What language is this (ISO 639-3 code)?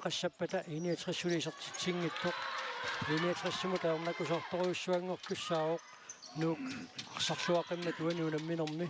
kal